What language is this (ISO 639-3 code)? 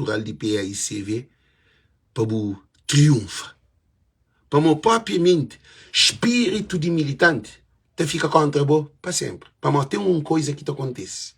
kea